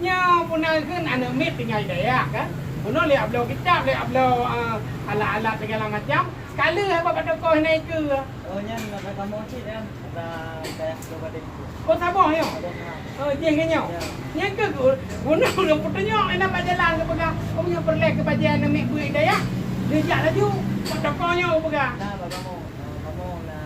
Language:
Achinese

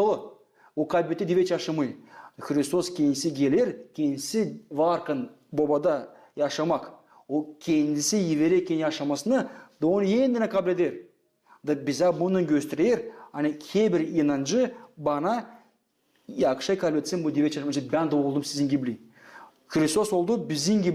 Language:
Gagauz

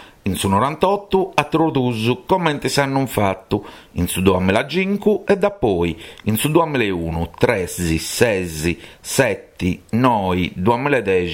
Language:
Sardinian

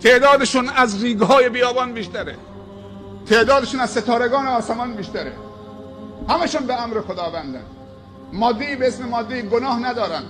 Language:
Persian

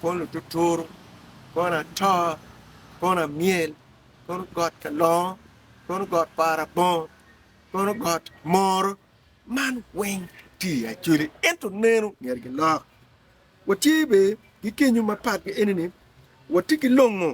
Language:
Acoli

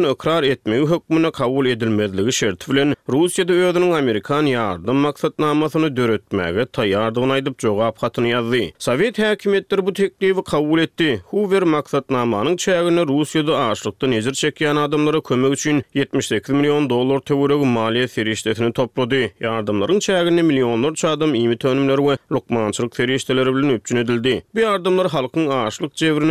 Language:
Turkmen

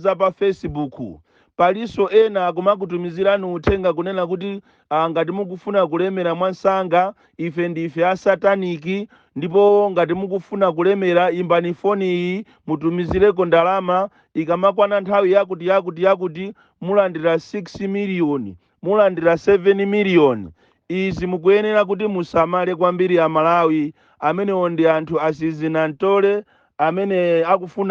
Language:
Nyanja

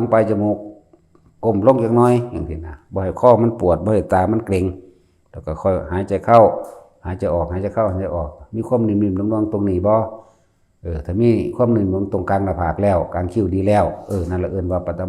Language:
Northeastern Thai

